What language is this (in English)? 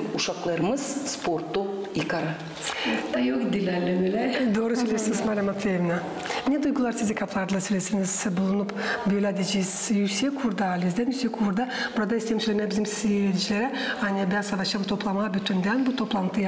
Gagauz